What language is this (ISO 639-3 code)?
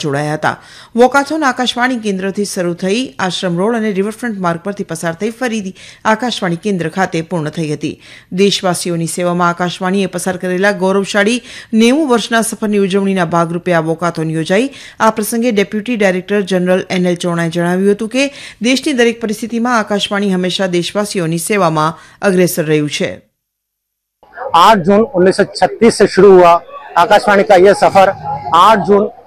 guj